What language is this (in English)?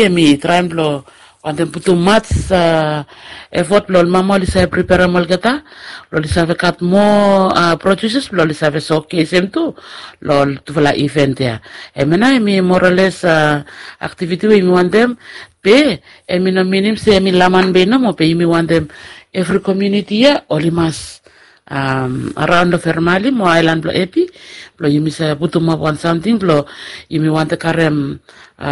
Bislama